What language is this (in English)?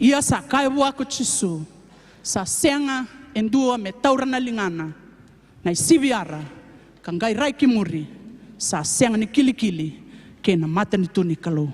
Fijian